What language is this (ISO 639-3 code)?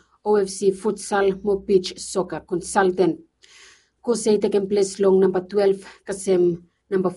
bis